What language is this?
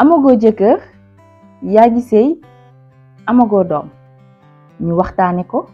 Wolof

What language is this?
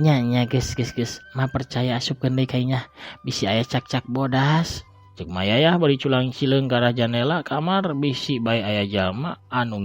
Sundanese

